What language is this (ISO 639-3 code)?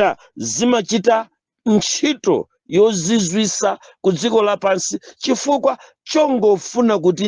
nya